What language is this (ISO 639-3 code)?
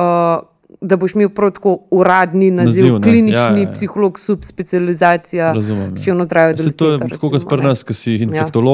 slv